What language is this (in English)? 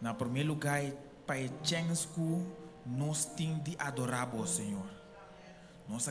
Papiamento